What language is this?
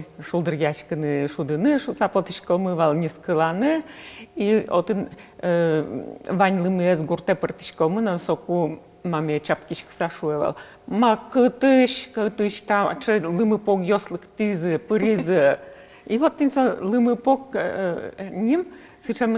Udmurt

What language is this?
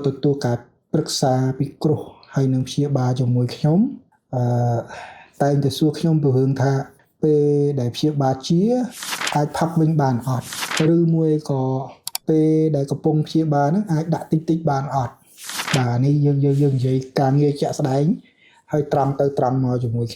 Khmer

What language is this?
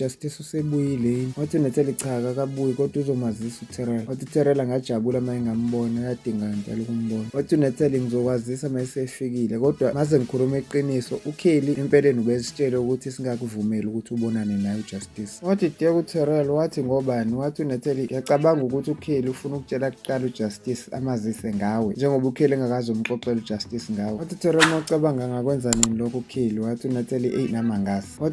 Zulu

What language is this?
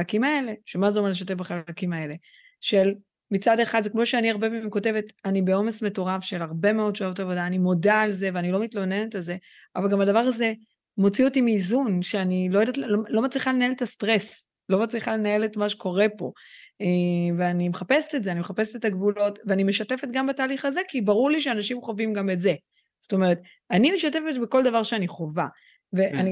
Hebrew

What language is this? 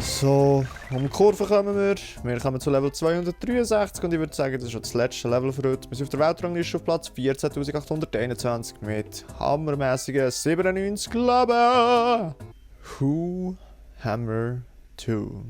Swiss German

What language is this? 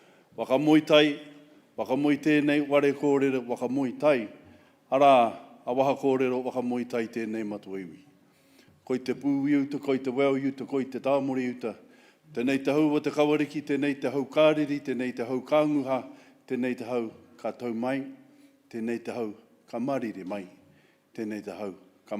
Māori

